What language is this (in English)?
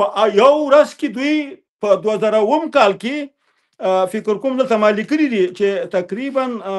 Pashto